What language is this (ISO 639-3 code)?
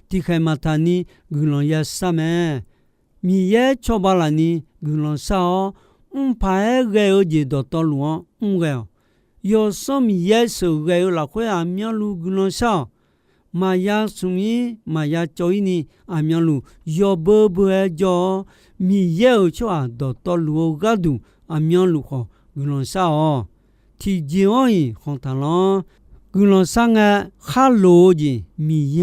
ahk